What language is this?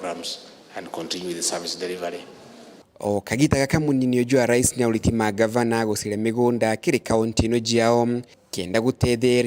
Meru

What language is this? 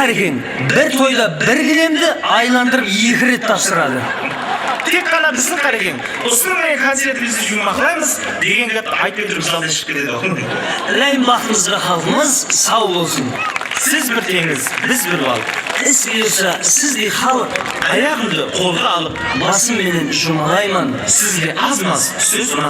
Kara-Kalpak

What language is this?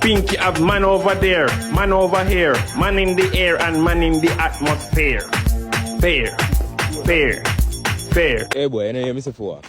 Jamaican Creole English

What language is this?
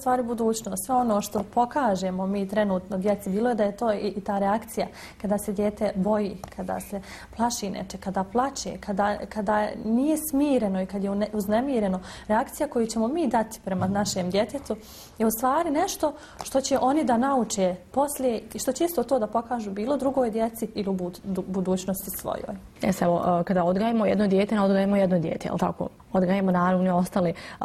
Bosnian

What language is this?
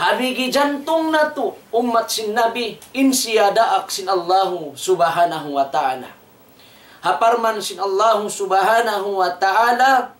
Tausug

